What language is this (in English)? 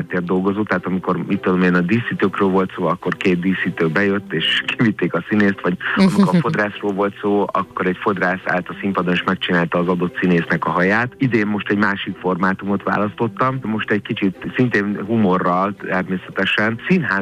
Hungarian